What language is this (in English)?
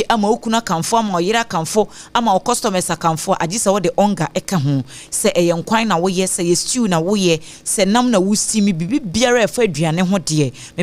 Akan